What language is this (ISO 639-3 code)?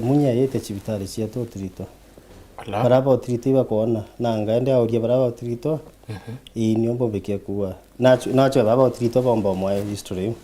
mer